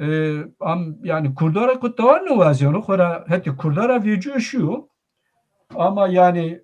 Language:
Zaza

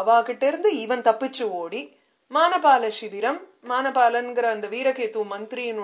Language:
Tamil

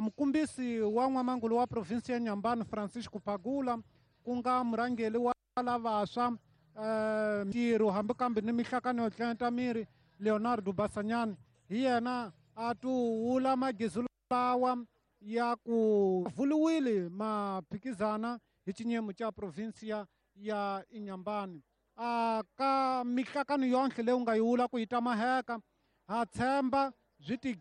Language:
Tsonga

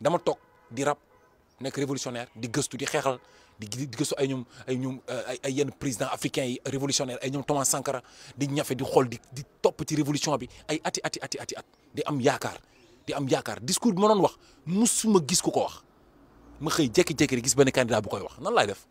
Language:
Wolof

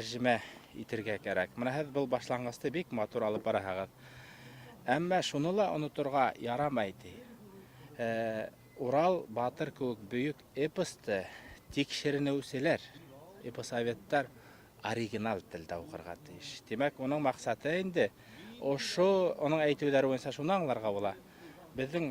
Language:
Bashkir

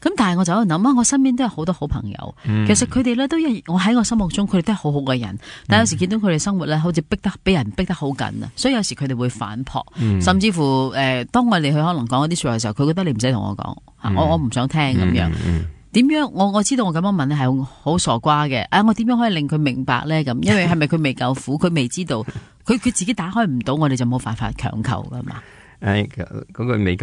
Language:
Cantonese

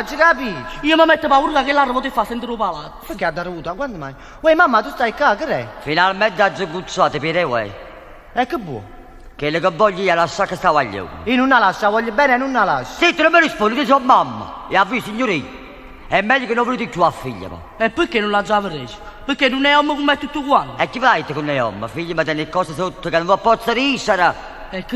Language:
Neapolitan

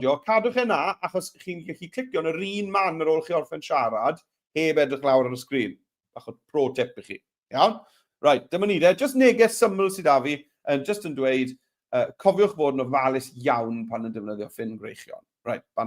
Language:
Welsh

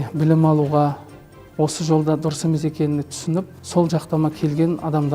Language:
Kazakh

